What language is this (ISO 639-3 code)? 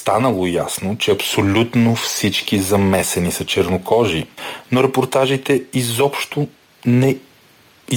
bul